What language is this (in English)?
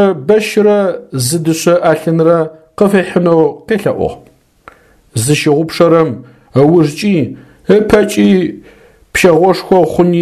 Adyghe